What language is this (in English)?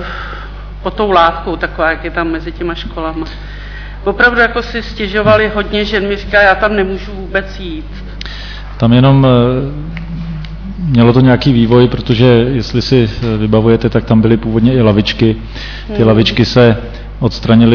Czech